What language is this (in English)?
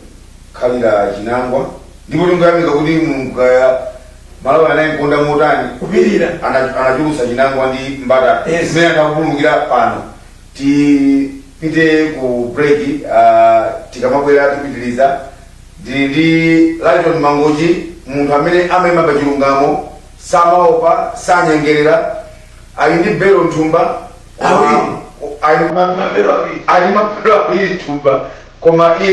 Nyanja